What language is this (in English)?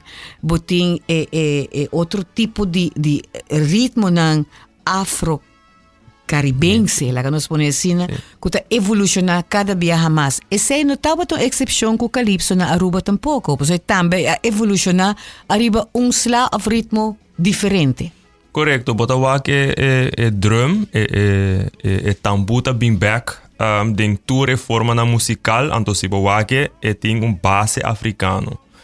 Papiamento